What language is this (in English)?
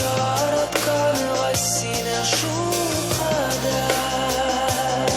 Tatar